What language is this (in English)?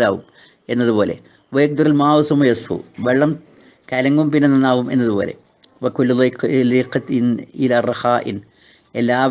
Malayalam